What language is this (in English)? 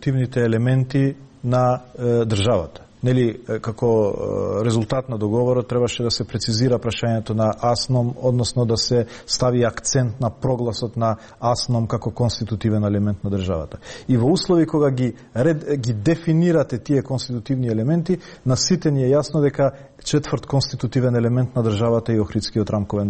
Macedonian